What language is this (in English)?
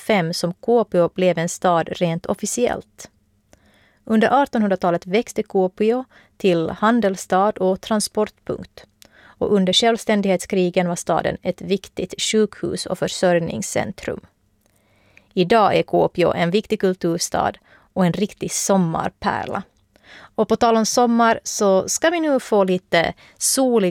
Swedish